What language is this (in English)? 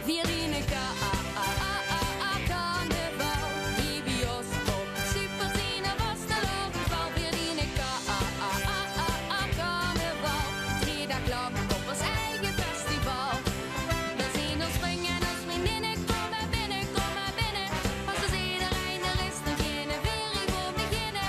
Limburgish